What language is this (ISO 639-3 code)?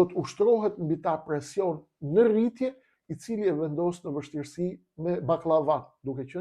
sqi